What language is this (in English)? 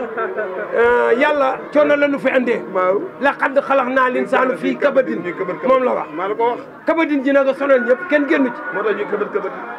Wolof